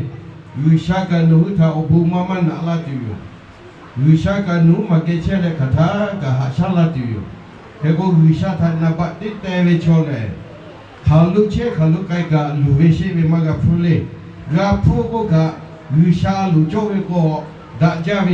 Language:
Lahu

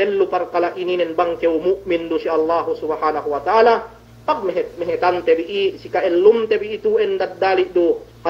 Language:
Yakan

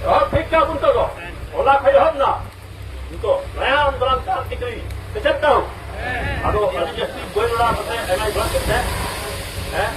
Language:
Santali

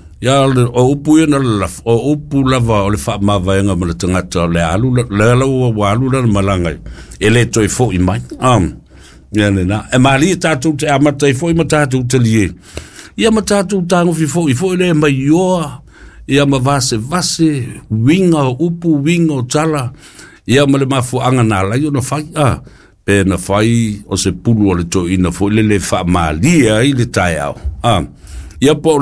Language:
Samoan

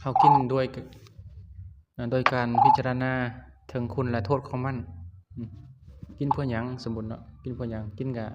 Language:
Lao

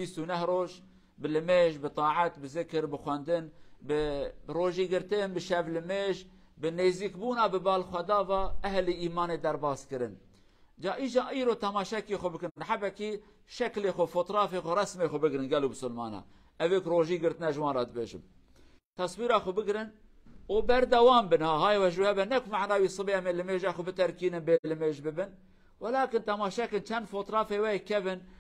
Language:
Kurdish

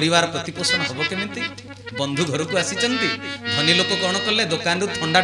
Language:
Odia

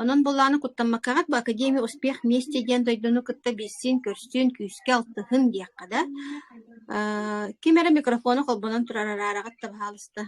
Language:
Yakut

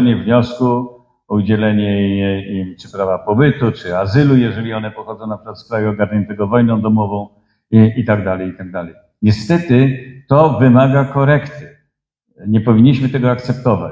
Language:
Polish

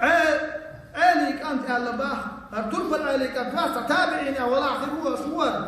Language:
Chechen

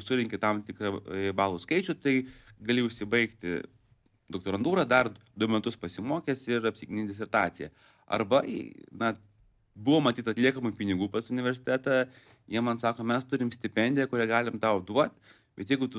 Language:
Lithuanian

